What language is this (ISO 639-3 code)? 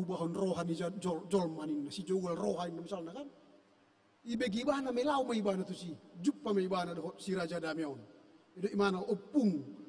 bbc